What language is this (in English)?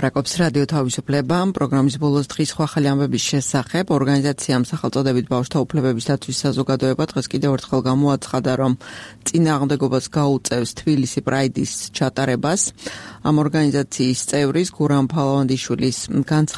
Georgian